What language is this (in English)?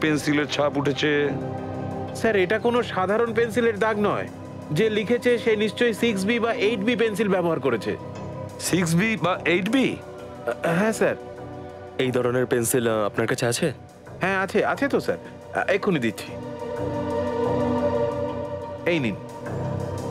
Bangla